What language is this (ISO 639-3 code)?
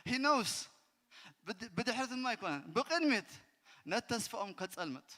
tir